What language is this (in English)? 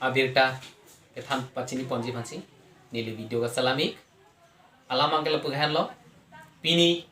Karbi